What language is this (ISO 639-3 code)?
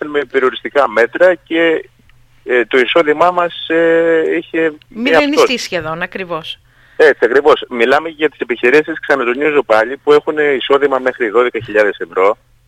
ell